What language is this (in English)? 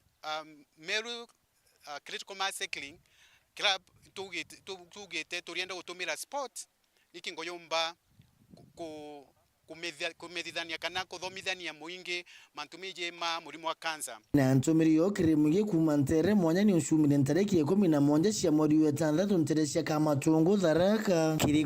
Meru